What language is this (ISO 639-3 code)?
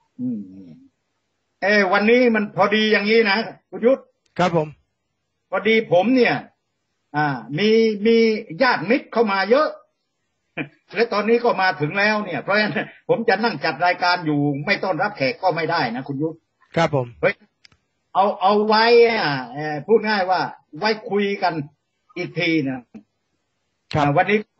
tha